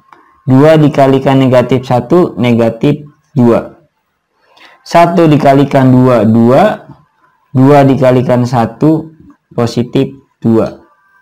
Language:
Indonesian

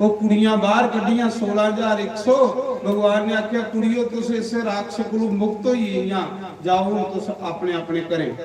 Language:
Dogri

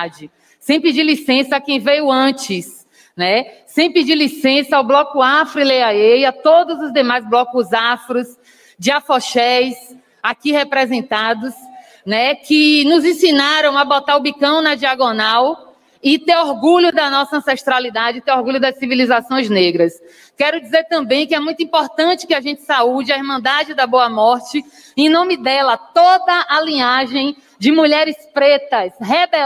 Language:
Portuguese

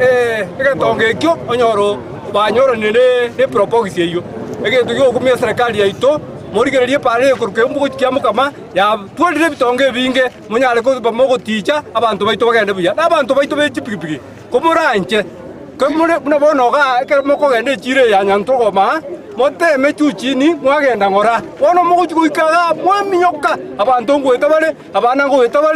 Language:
Gusii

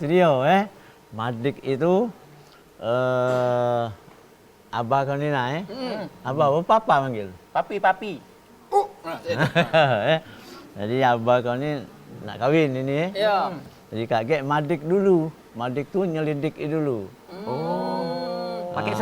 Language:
Musi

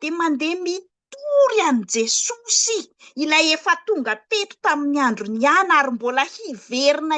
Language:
Malagasy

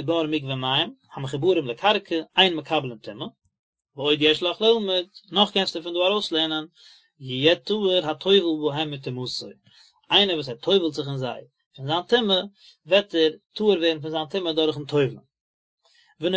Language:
Yiddish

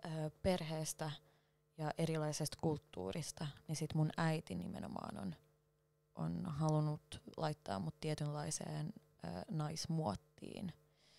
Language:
Finnish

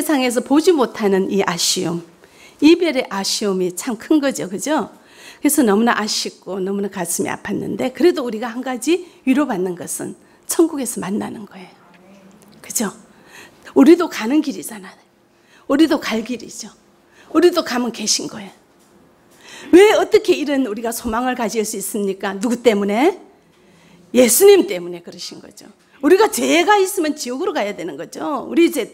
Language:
Korean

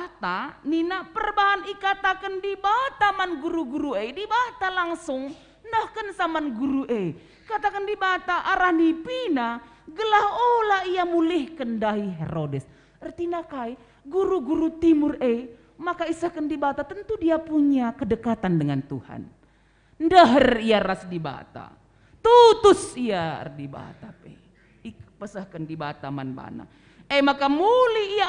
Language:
Batak Karo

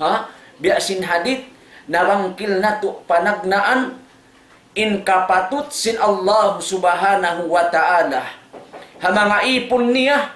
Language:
Tausug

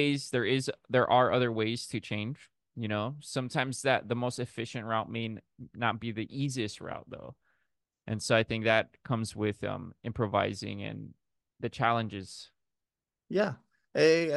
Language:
English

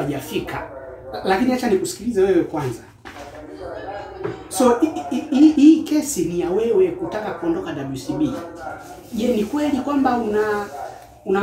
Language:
Swahili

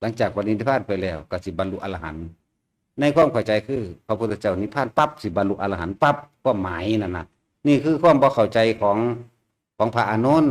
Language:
Lao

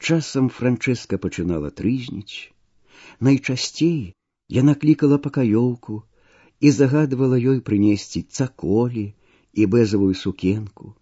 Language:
Belarusian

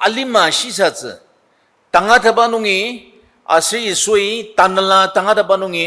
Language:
Ao Naga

